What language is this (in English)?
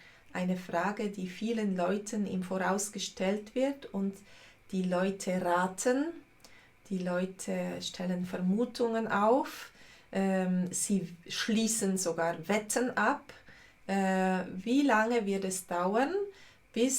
Swiss German